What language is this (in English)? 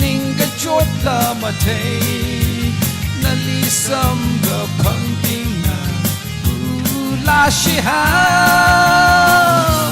Tangkhul Naga (India)